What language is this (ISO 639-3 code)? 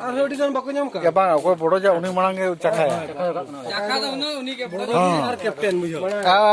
sat